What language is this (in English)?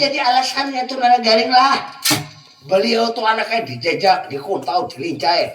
Banjar